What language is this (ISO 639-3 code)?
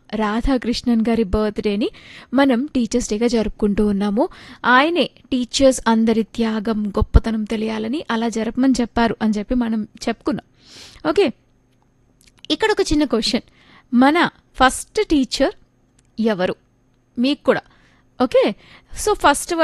tel